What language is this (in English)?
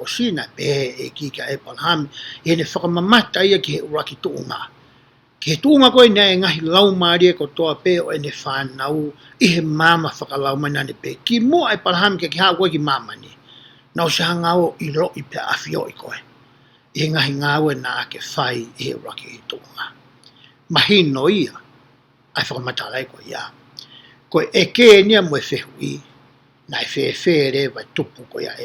Tongan